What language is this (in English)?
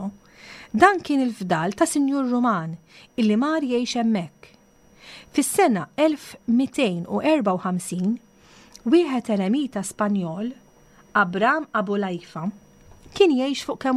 Maltese